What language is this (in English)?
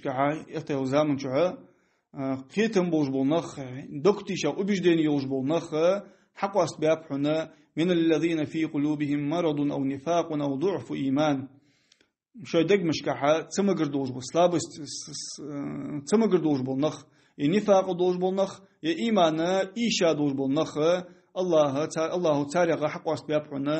Ingush